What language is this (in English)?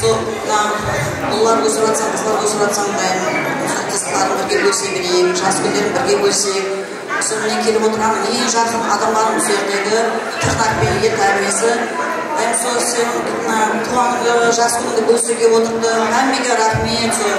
Kara-Kalpak